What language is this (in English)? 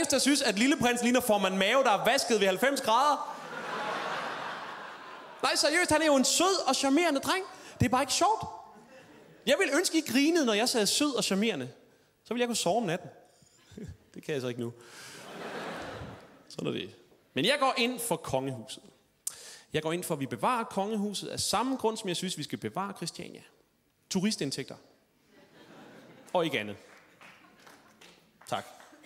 Danish